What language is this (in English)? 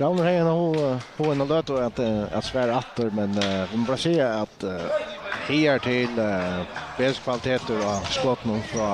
Faroese